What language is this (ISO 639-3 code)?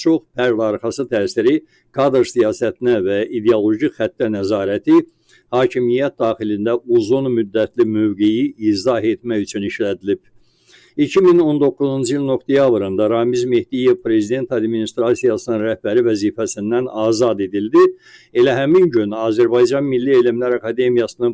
aze